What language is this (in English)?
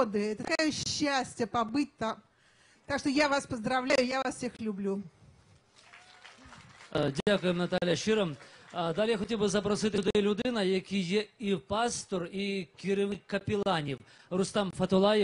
Ukrainian